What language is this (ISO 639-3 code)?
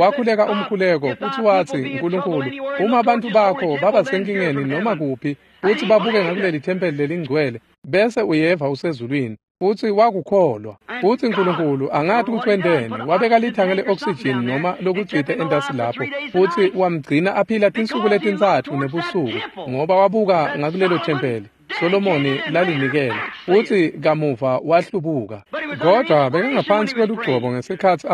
ssw